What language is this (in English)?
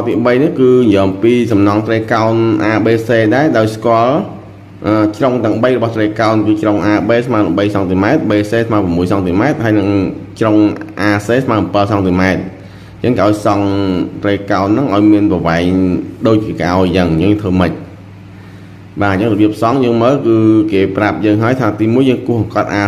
Khmer